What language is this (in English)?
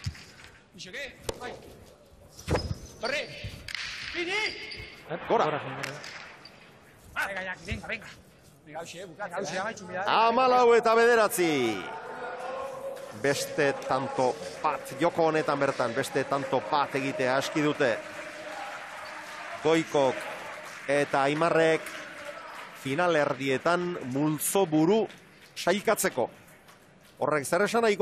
Basque